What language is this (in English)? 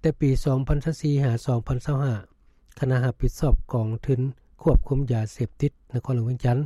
Lao